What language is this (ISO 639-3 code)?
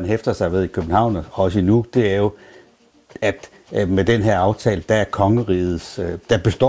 dan